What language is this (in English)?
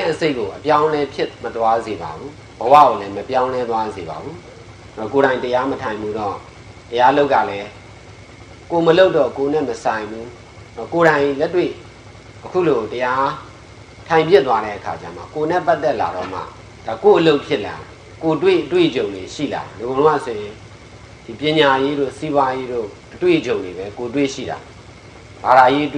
Burmese